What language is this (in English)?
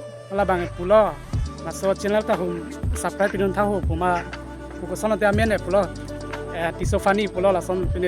Karbi